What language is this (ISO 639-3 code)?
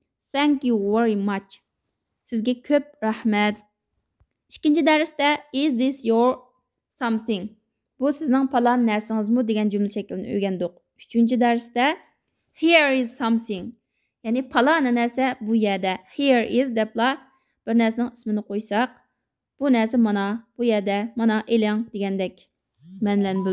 uig